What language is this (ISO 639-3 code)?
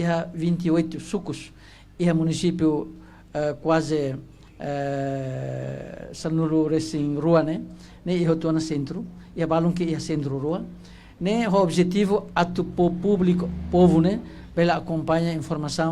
tet